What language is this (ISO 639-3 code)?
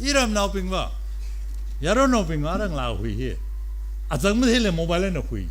nmf